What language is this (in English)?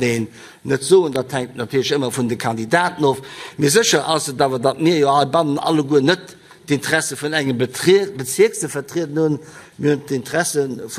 Luxembourgish